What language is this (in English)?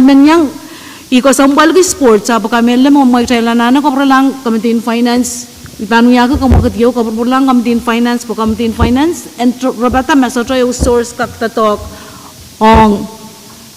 Pohnpeian